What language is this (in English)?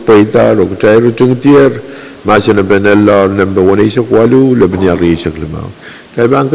Pohnpeian